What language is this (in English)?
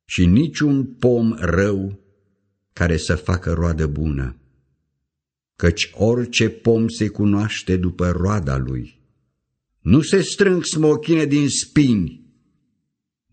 Romanian